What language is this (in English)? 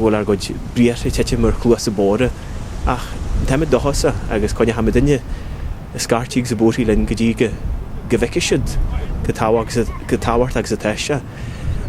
Irish